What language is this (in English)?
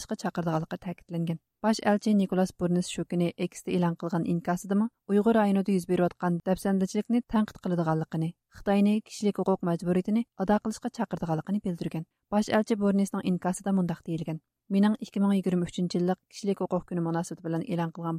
Uyghur